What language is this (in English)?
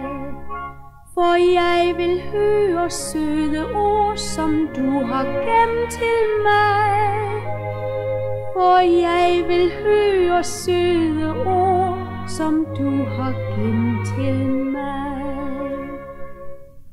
Danish